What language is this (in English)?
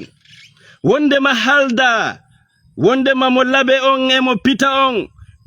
Fula